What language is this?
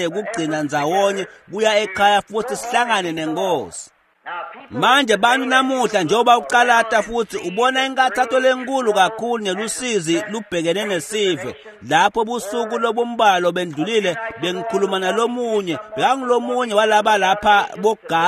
Swati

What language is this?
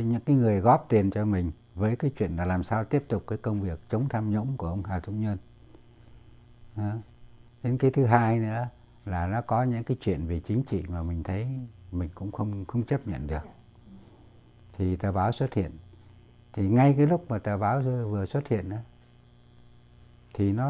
Vietnamese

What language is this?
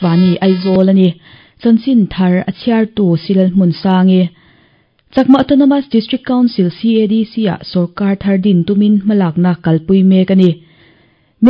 Mizo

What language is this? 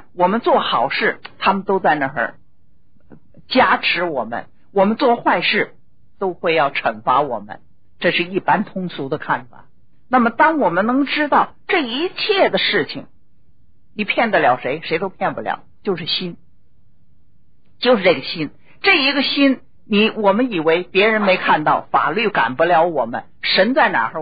Chinese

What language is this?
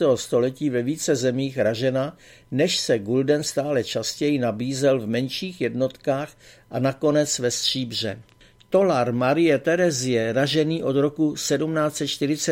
Czech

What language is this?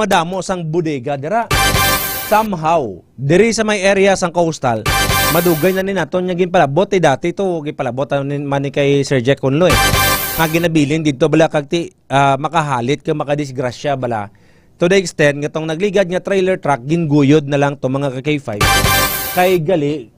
Hiligaynon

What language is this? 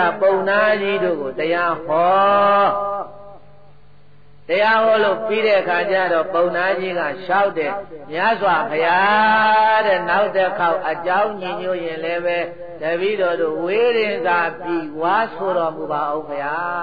Burmese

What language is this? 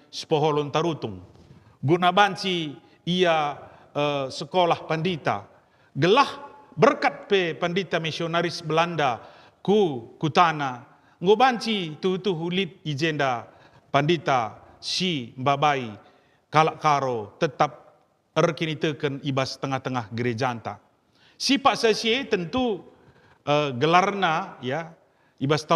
Batak Karo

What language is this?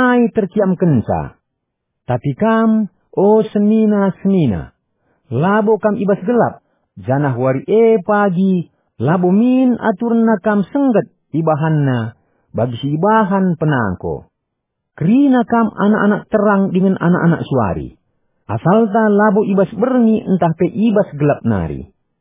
Batak Karo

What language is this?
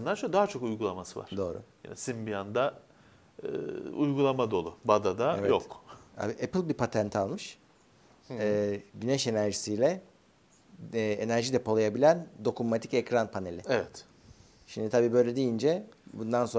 Turkish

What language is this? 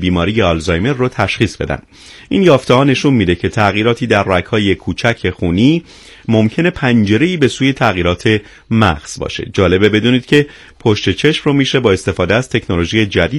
Persian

